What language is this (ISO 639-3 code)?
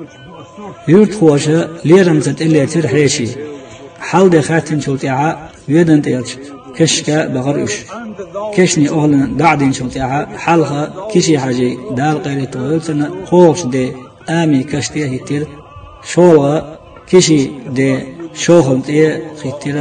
che